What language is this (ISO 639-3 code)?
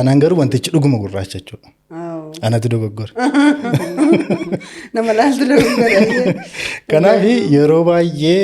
orm